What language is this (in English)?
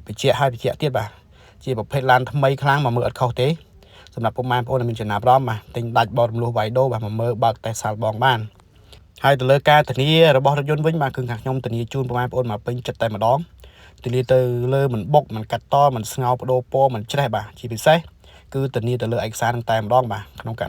Khmer